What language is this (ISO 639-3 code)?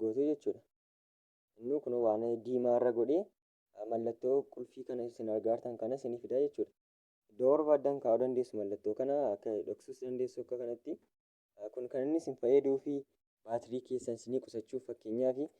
orm